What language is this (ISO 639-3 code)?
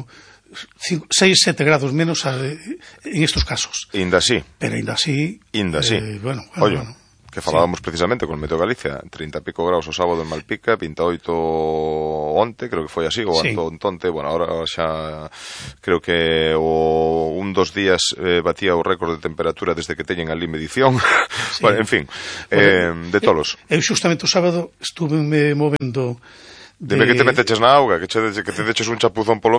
glg